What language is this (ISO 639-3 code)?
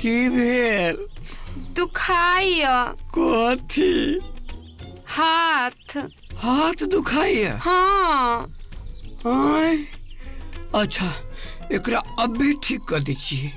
mai